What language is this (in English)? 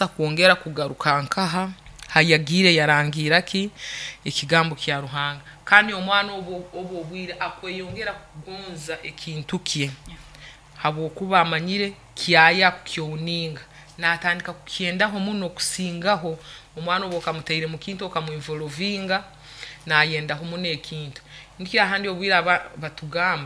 Nyoro